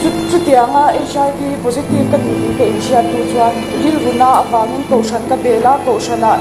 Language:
Mizo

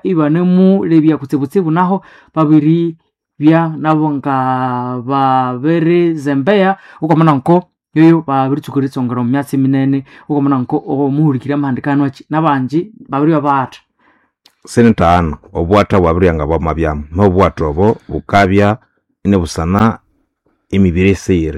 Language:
Nande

